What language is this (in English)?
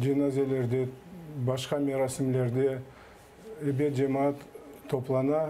Crimean Tatar